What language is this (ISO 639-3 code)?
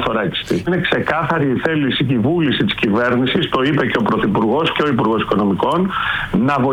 ell